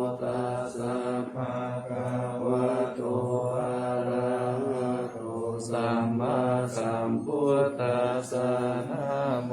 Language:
Pali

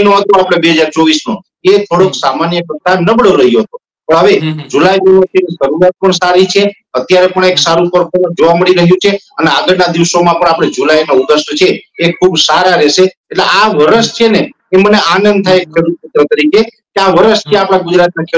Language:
Gujarati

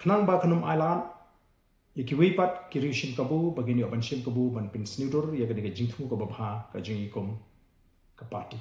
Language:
Khasi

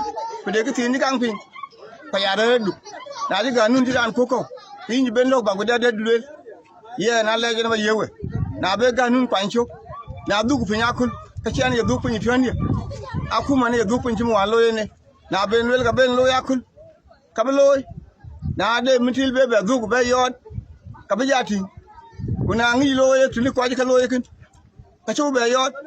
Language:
Dinka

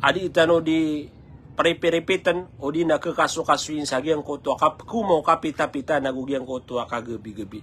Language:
Maranao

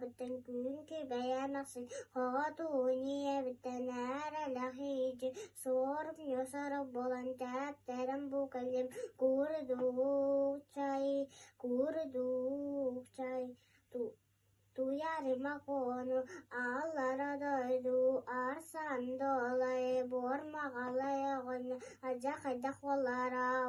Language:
Yakut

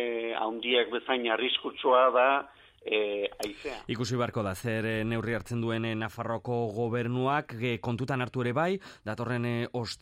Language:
Basque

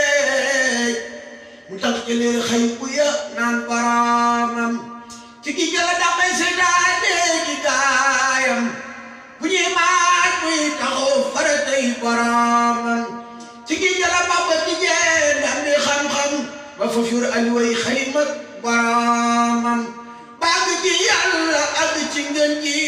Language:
Wolof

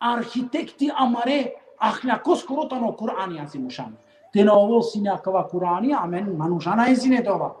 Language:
Balkan Romani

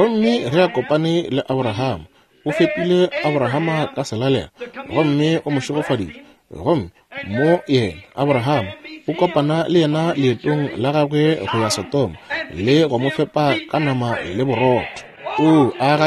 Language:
Northern Sotho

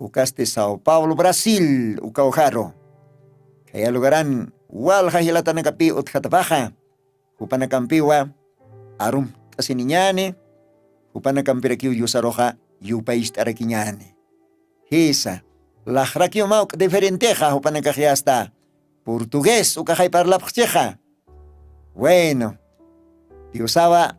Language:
Aymara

